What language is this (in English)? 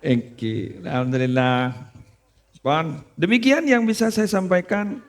Madurese